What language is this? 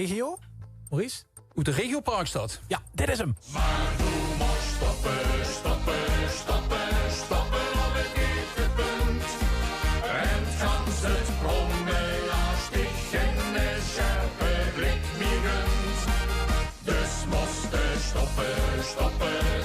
Limburgish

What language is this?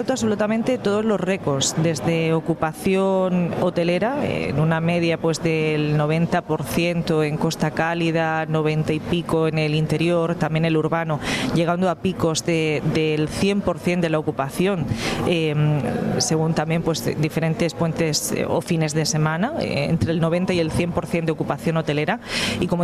Spanish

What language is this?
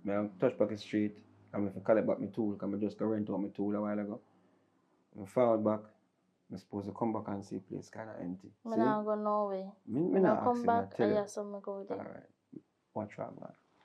Jamaican Creole English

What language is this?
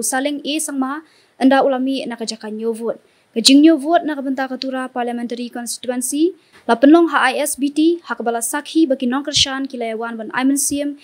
Khasi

